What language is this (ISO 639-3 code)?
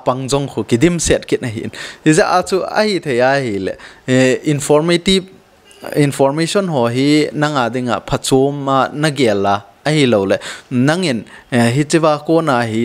tcz